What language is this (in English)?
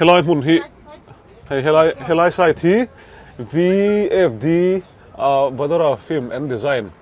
Mizo